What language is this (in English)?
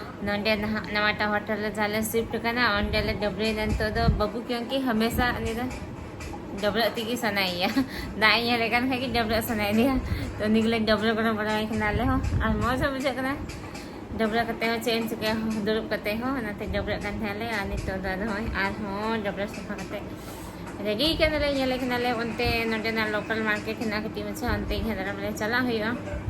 Santali